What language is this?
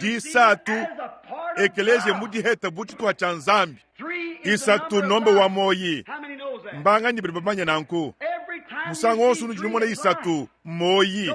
Luba-Lulua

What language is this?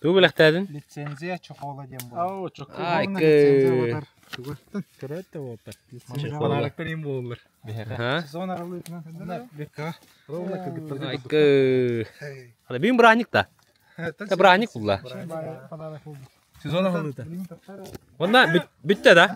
Yakut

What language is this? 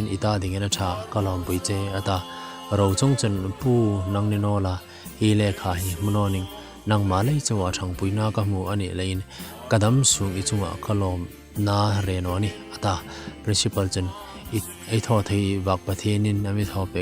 Hmar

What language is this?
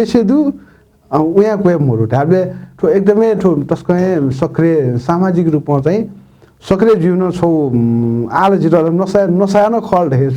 Newari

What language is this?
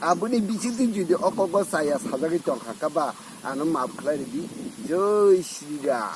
Kok Borok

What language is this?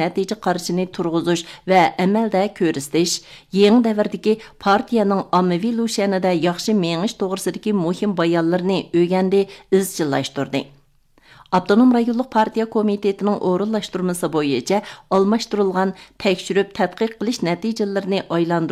Uyghur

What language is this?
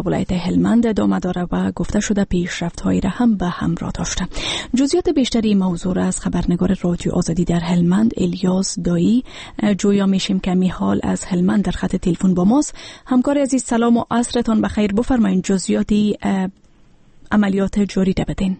Persian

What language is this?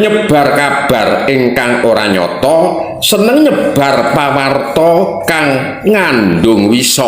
Javanese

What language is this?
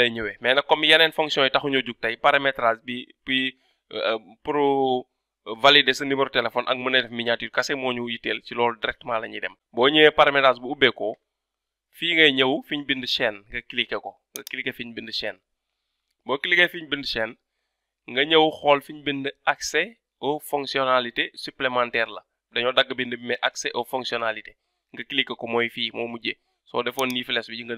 Wolof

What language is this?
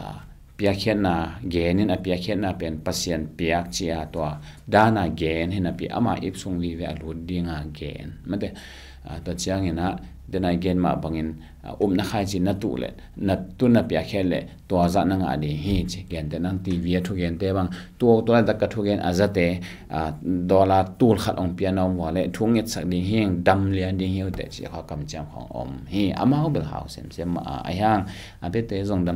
Tedim Chin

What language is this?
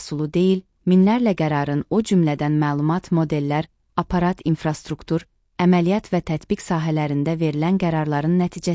Azerbaijani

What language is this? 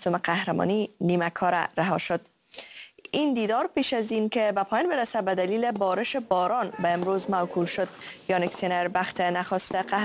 Persian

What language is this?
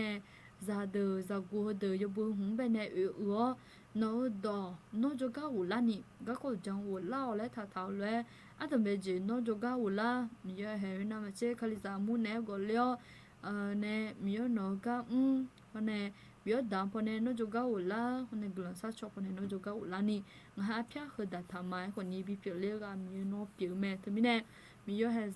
Akha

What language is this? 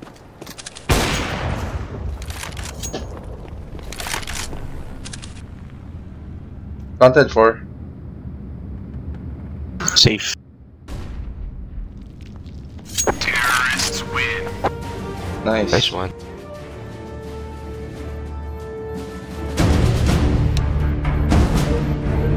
Filipino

